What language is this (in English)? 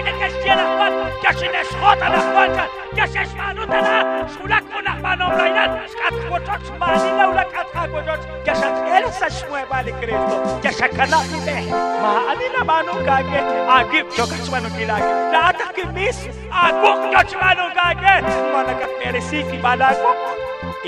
Kekchí